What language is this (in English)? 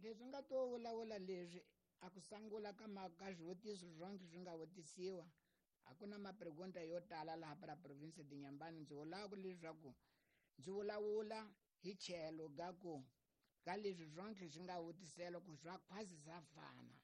Tsonga